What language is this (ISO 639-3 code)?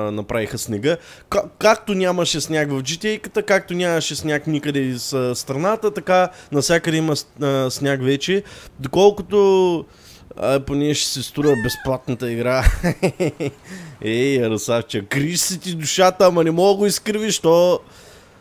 bul